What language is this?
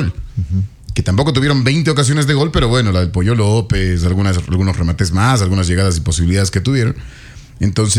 Spanish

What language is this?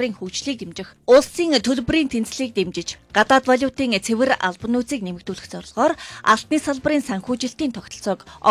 Mongolian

